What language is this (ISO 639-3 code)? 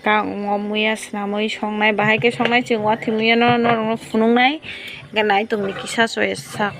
trp